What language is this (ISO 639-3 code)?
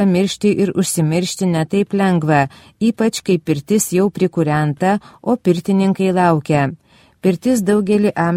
lit